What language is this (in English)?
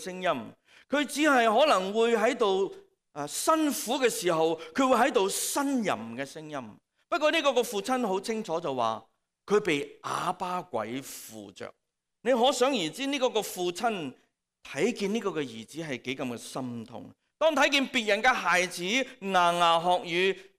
Cantonese